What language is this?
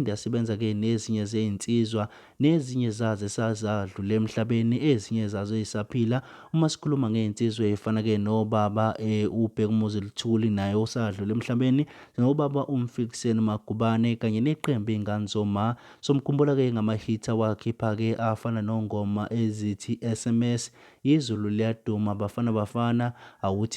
Zulu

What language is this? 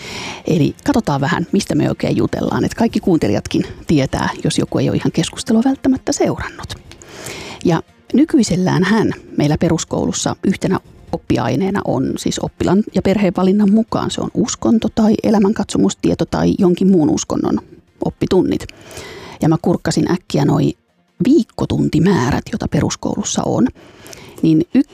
Finnish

